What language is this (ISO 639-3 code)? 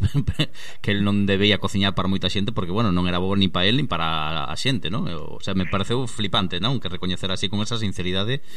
glg